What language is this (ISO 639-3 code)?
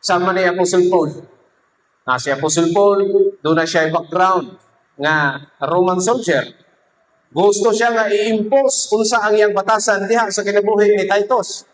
ceb